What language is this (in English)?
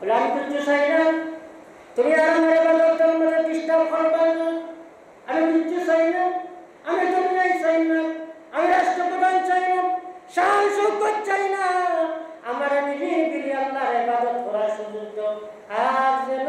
Sylheti